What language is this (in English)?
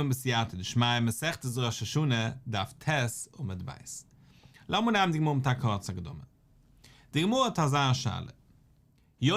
Yiddish